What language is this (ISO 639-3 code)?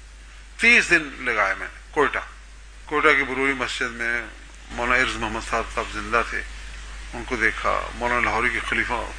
urd